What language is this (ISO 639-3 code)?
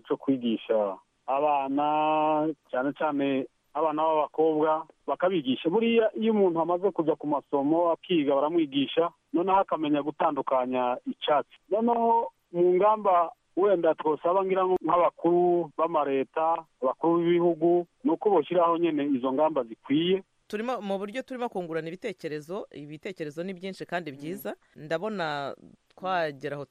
kin